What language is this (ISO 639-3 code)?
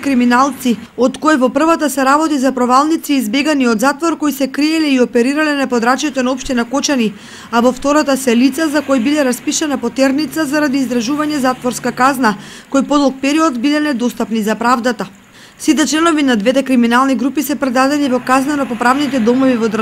mkd